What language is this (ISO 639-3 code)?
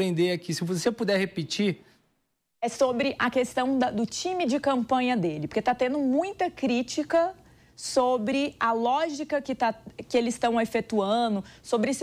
por